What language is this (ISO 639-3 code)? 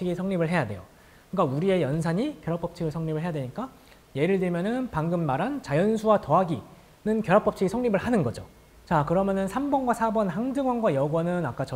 kor